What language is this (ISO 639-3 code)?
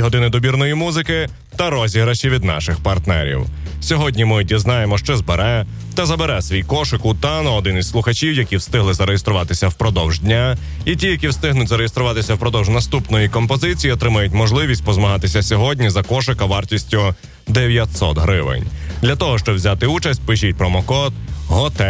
ukr